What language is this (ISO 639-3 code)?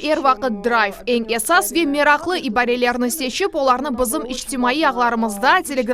crh